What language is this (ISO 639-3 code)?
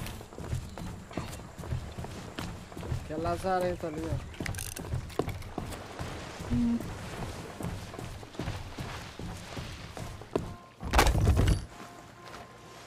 por